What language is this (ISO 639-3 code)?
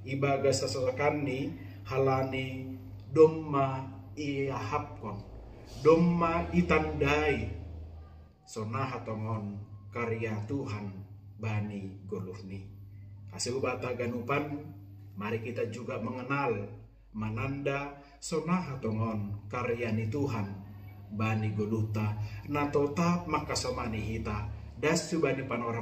bts